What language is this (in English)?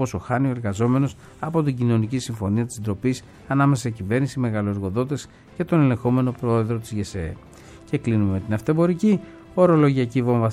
Greek